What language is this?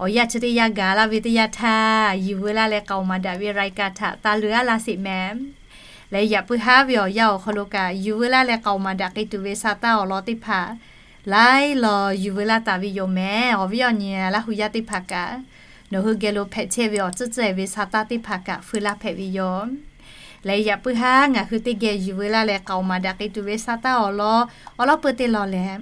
Lahu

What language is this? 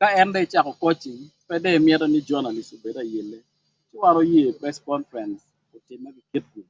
Acoli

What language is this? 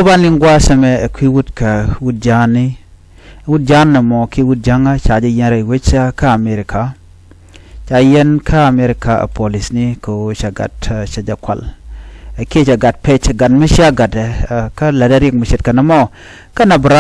Nuer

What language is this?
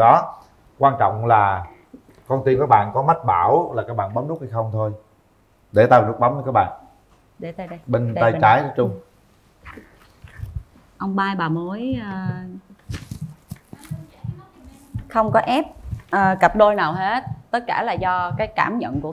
Vietnamese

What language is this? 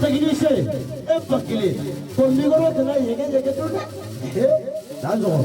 Bambara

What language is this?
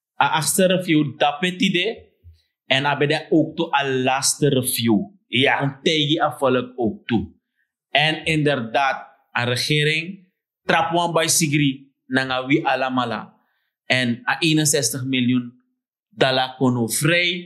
Sranan Tongo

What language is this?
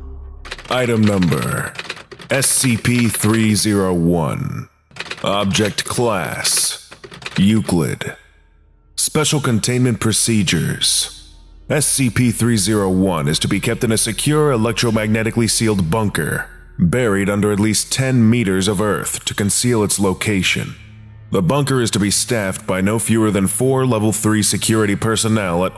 English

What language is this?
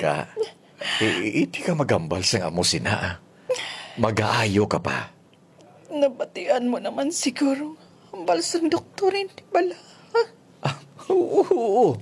Hiligaynon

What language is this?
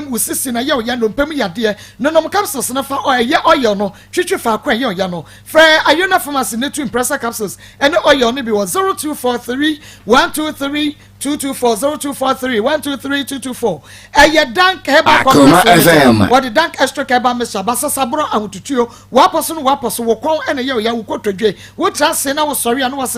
Akan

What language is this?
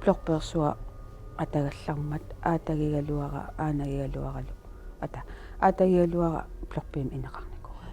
Kalaallisut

